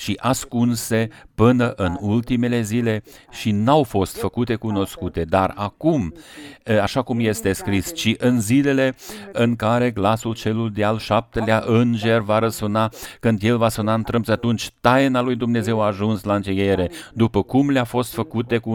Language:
Romanian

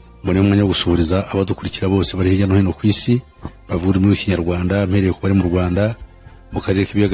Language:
Kinyarwanda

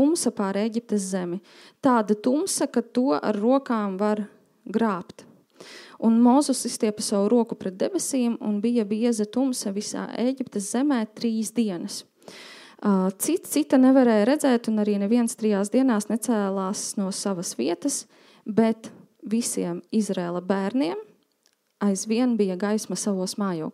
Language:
Latvian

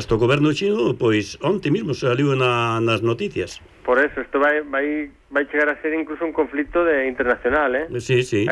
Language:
Galician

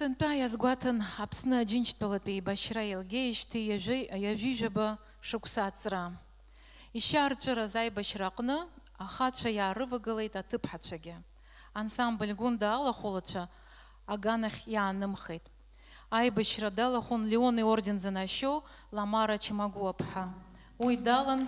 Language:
Abkhazian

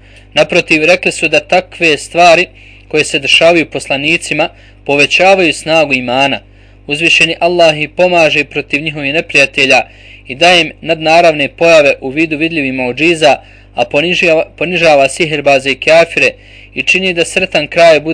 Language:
Bosnian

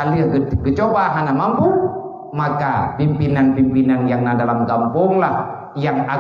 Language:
Achinese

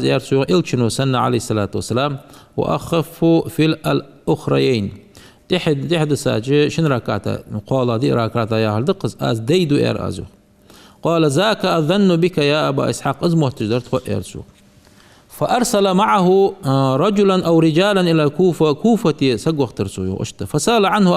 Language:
Ingush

